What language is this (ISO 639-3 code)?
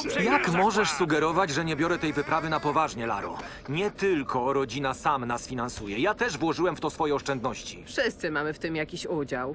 pol